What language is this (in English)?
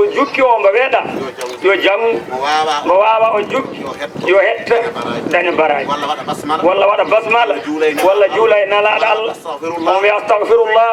Fula